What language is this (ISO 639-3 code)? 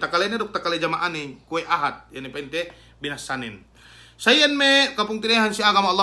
yka